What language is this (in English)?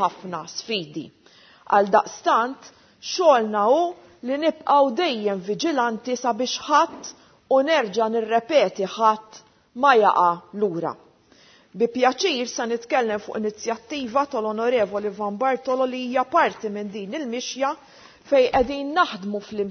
Maltese